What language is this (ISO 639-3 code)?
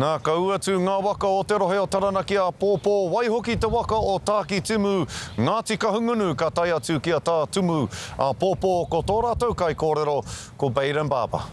mri